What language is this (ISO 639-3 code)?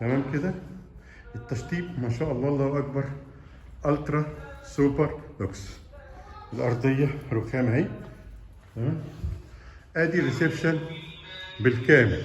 arz